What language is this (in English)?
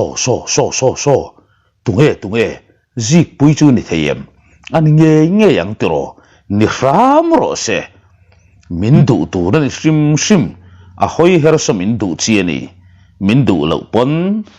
Mizo